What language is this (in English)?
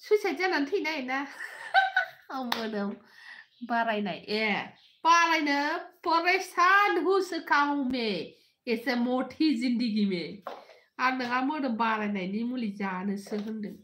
Bodo